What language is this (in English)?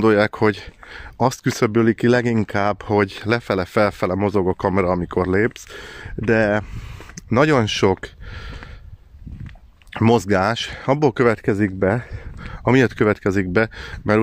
Hungarian